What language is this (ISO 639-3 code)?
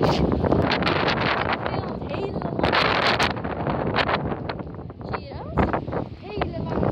nld